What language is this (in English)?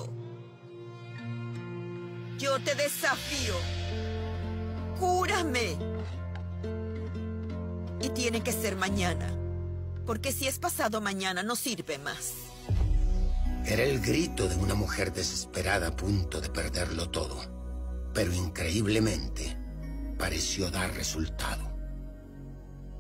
Spanish